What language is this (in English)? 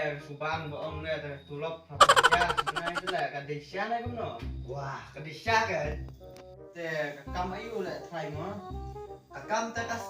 Khasi